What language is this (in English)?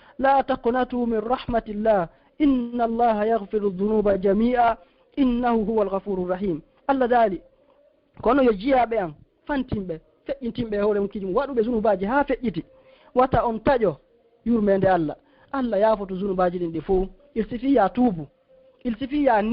Fula